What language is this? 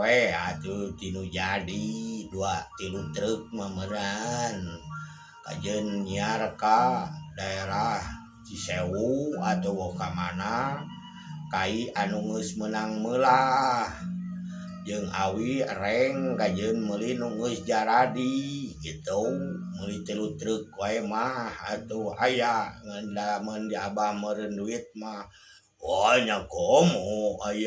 Sundanese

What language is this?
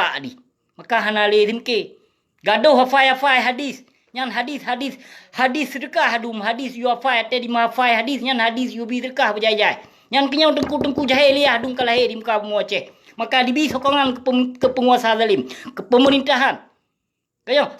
Achinese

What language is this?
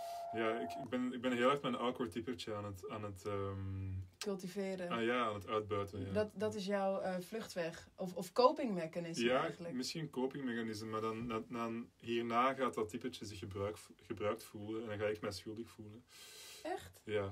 Dutch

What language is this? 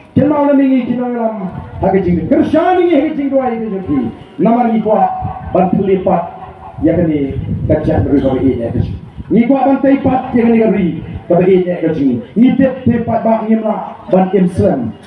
Khasi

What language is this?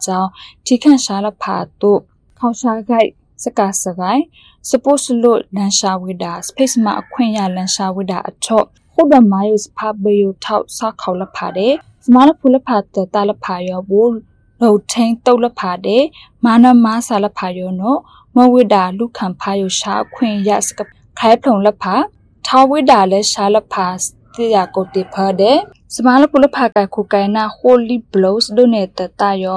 Burmese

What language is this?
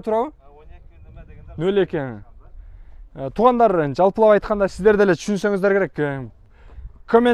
Kyrgyz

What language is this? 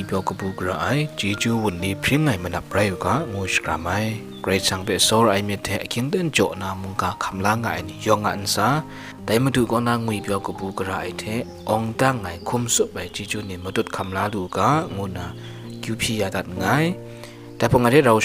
Kachin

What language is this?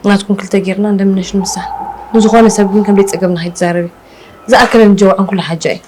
Tigrinya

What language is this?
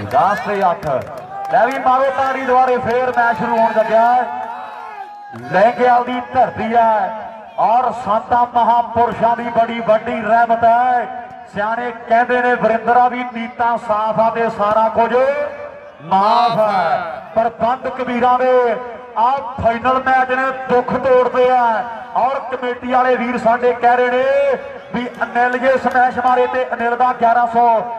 Punjabi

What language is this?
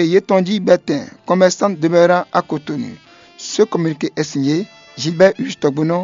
Fon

